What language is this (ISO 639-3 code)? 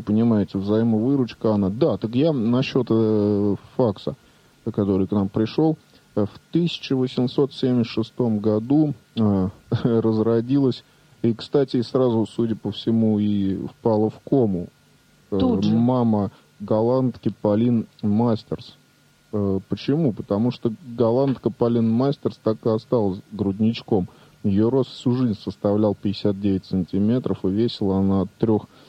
rus